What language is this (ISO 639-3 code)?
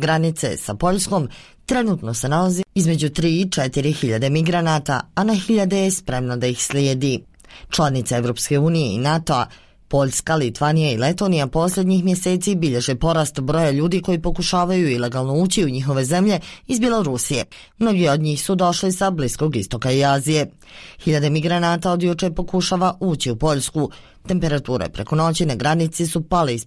bos